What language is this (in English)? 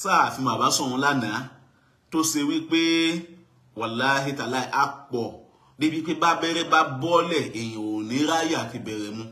Yoruba